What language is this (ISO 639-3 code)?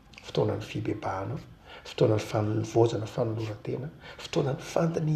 mlg